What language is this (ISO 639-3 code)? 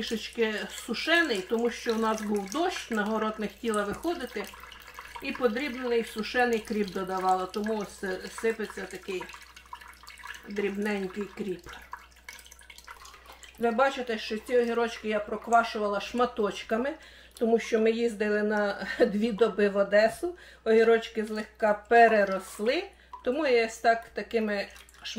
ukr